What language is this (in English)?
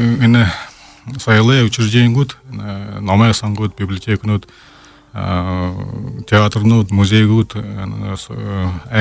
Buriat